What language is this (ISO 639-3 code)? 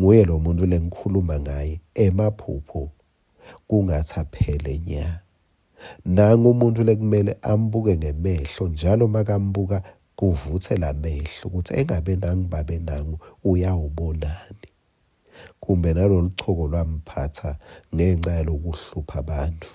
ssw